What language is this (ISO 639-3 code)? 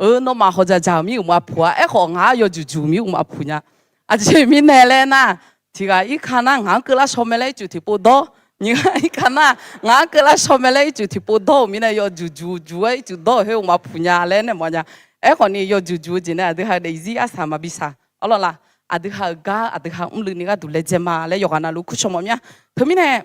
ahk